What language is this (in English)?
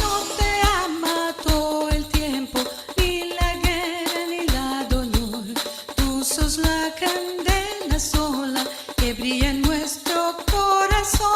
Ladino